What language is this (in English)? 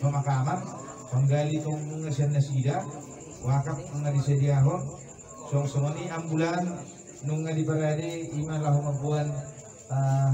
Batak Toba